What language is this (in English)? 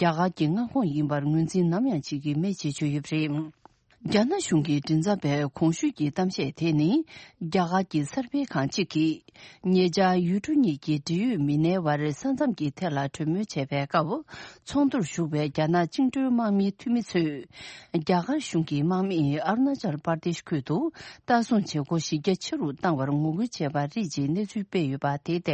Tibetan